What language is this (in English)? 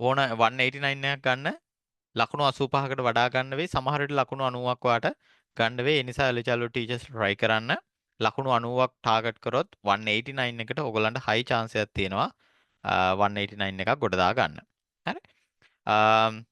Sinhala